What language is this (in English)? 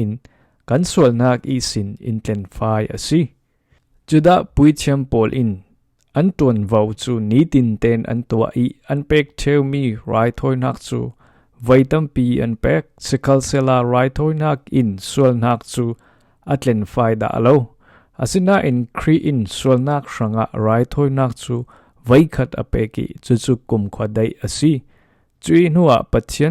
Falam Chin